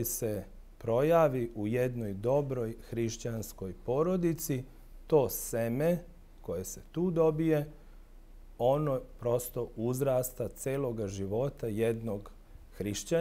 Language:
Serbian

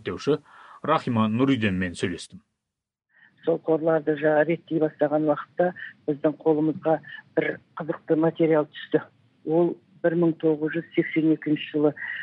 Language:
Kazakh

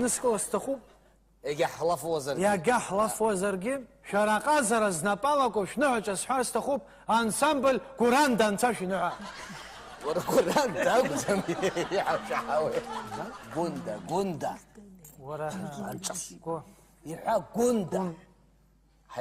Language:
Abkhazian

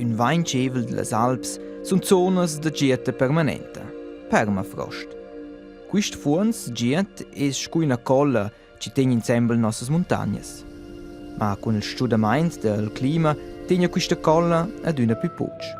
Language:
Romansh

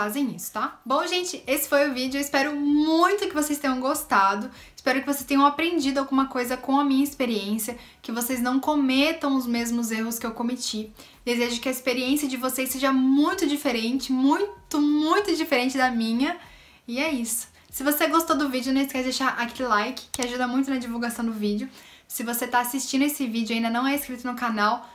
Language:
Portuguese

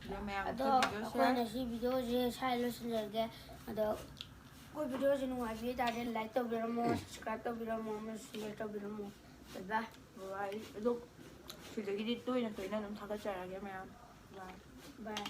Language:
Manipuri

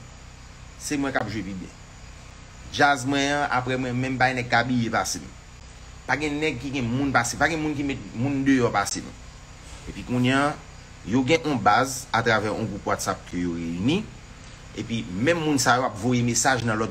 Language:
Haitian Creole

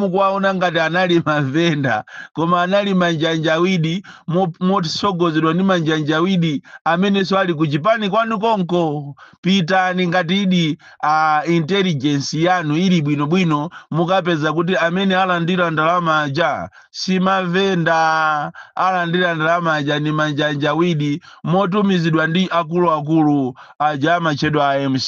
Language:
Nyanja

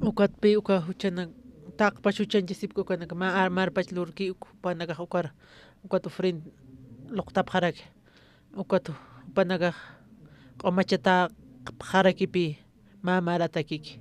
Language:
Aymara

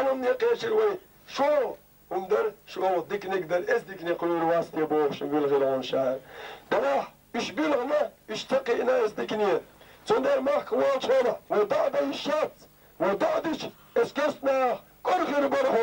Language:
Chechen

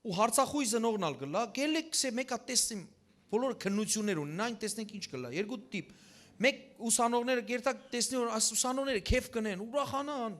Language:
Western Armenian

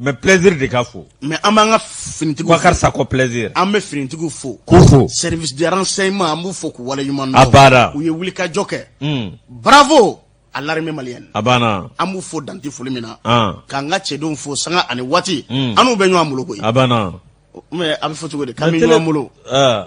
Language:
Bambara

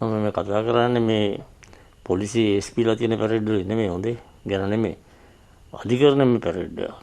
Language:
Sinhala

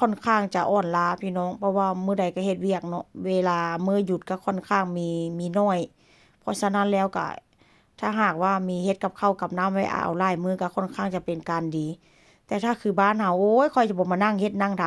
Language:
Lao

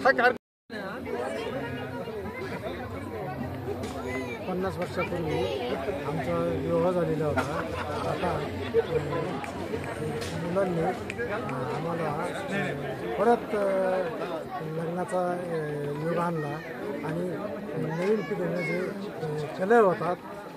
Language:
Marathi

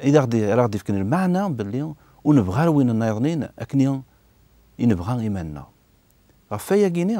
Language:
Kabyle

